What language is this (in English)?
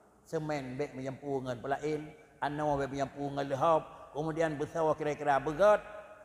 Achinese